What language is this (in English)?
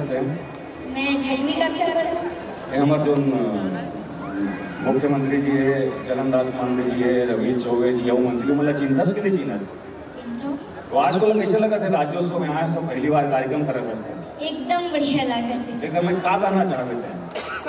Chhattisgarhi